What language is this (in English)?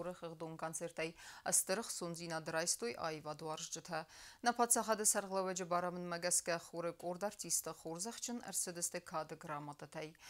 Ossetic